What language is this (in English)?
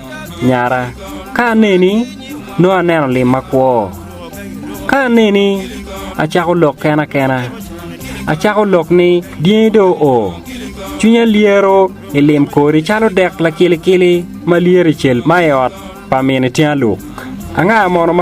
Acoli